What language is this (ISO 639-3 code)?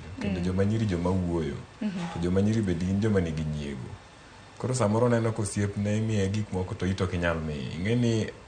luo